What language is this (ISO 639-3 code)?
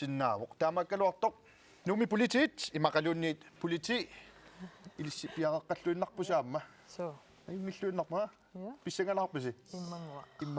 kal